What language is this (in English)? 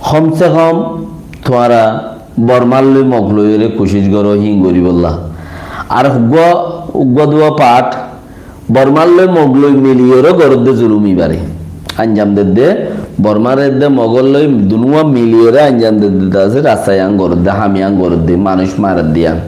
Rohingya